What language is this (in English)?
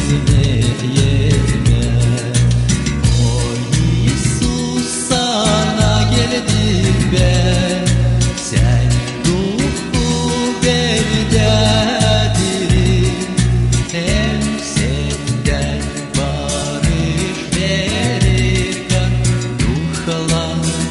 Gagauz